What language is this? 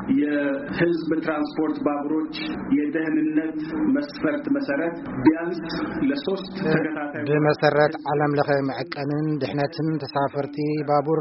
Tigrinya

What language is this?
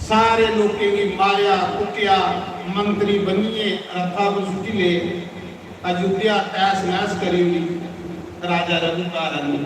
Dogri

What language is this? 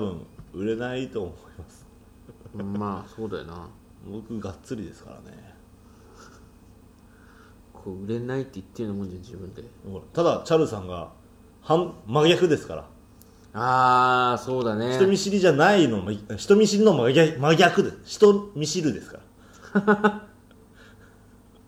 Japanese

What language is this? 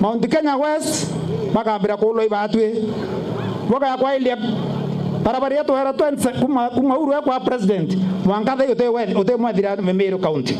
Meru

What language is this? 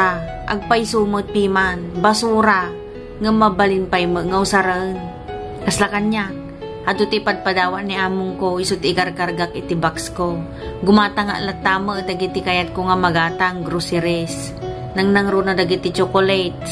Iloko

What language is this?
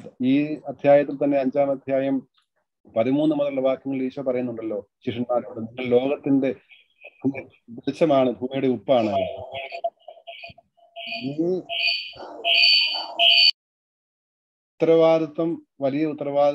Malayalam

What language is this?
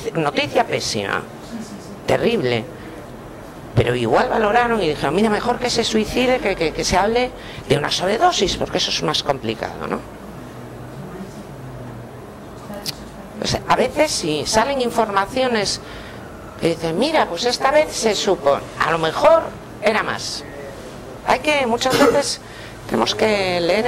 Spanish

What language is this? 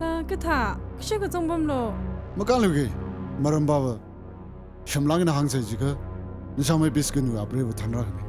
Tangkhul Naga (India)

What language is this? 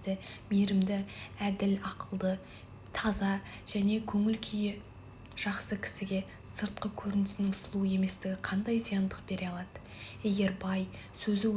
Kazakh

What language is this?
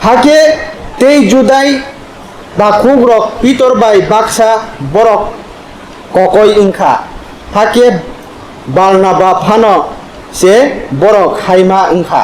Kok Borok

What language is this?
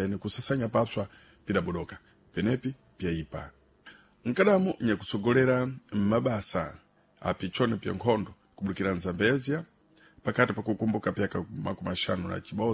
Sena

